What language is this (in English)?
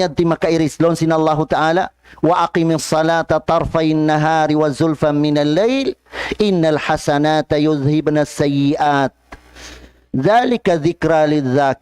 Tausug